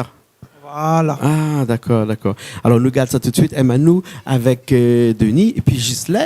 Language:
Réunion Creole French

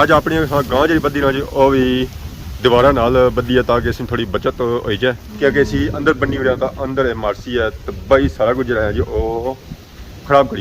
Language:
Pahari-Potwari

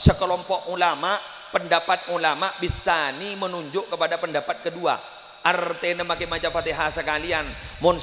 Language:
Madurese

